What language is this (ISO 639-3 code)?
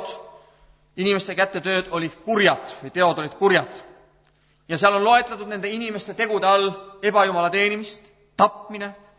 est